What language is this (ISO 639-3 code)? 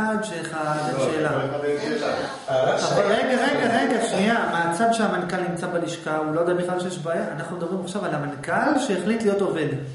heb